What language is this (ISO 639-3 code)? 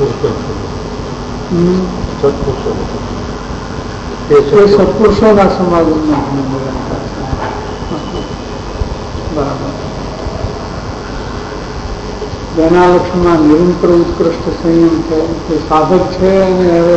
guj